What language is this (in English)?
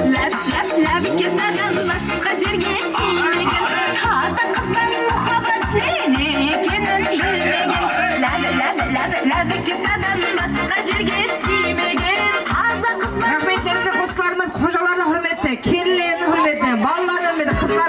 Kara-Kalpak